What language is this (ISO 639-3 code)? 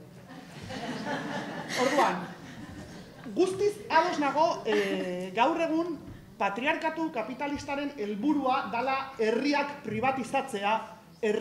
eus